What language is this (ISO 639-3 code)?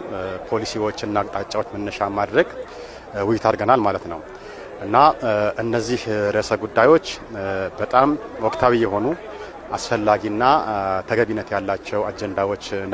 amh